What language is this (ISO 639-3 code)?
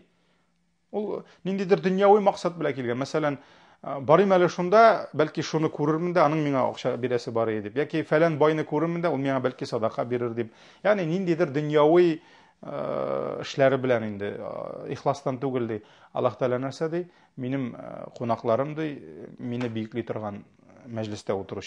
tat